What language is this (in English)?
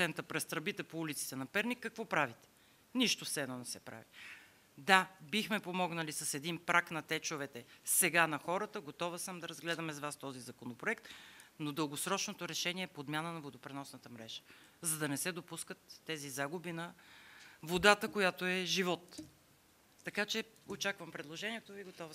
Bulgarian